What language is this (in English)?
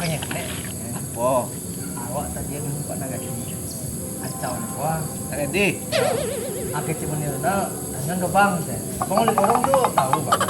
Minangkabau